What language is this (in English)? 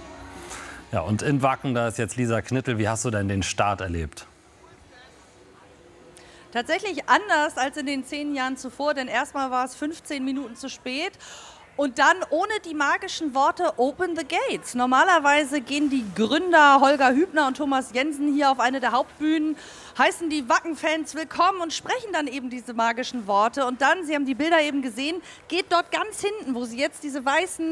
German